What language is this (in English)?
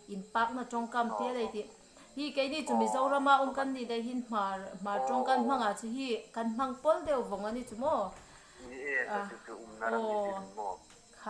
Hmar